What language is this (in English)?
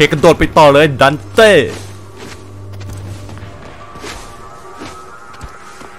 Thai